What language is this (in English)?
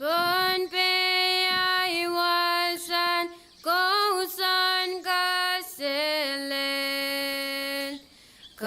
Pohnpeian